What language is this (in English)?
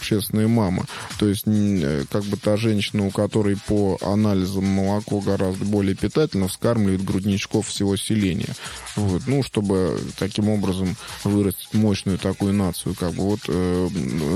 Russian